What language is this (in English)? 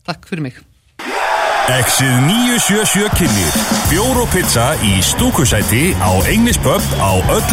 Icelandic